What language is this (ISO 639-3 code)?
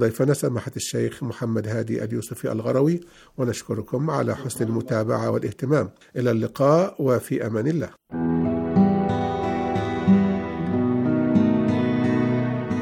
ara